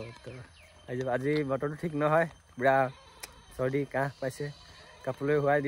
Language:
Assamese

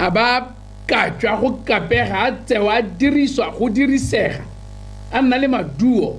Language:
Tswana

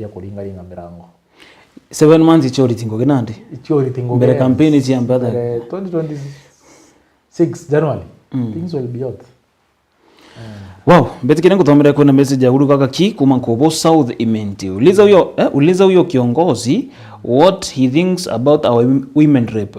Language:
Meru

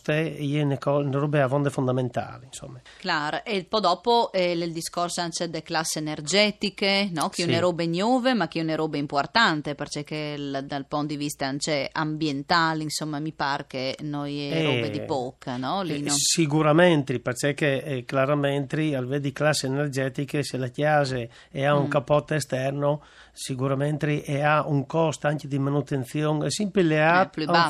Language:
Friulian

